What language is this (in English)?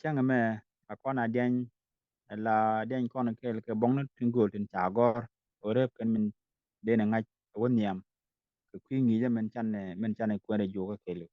Nuer